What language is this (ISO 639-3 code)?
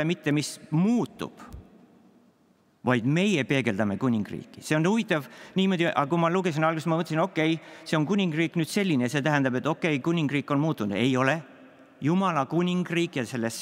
est